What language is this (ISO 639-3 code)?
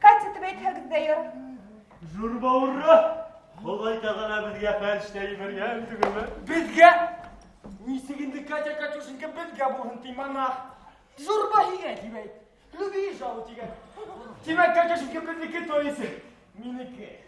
bak